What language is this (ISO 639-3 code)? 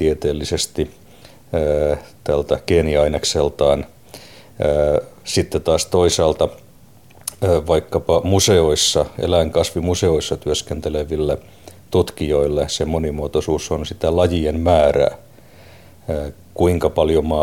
fin